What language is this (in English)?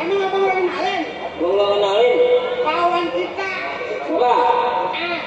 Betawi